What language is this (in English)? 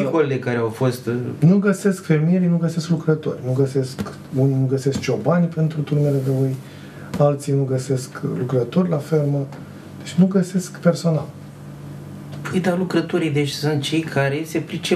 Romanian